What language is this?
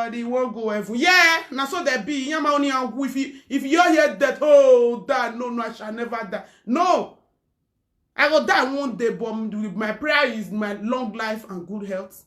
Nigerian Pidgin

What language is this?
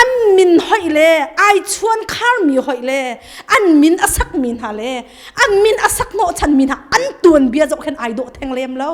Hakha Chin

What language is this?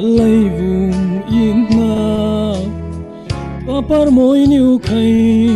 Falam Chin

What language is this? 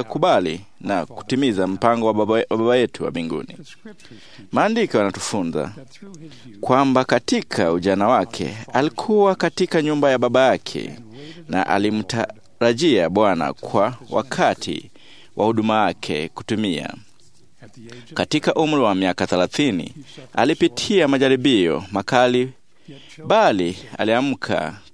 Swahili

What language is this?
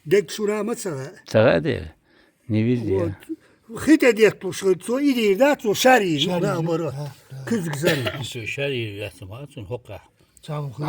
Chechen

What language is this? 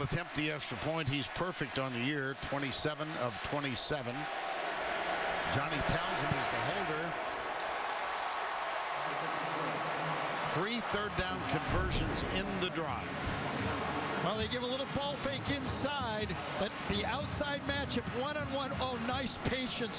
English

